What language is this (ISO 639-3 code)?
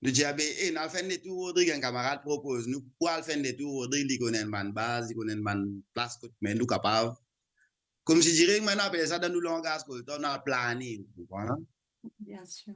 mfe